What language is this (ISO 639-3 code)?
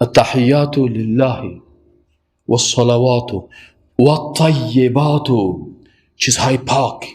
fas